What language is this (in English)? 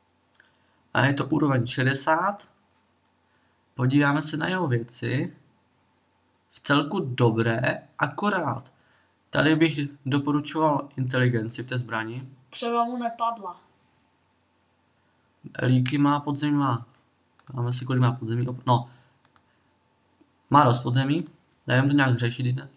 Czech